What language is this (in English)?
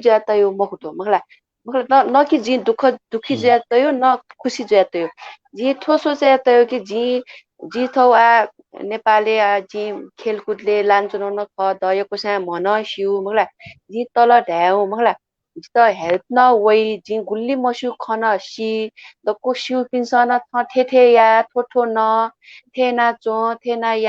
Newari